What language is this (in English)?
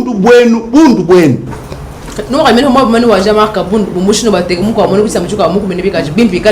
Luba-Lulua